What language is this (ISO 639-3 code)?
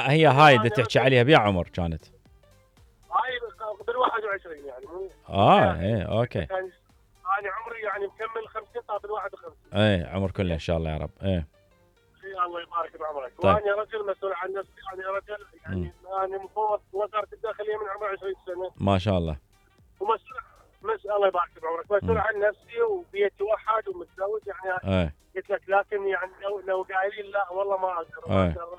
acm